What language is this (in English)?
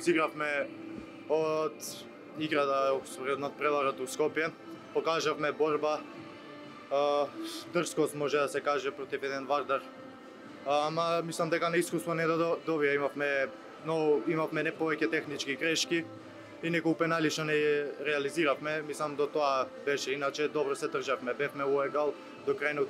Macedonian